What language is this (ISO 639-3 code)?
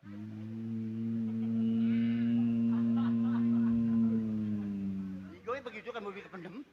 bew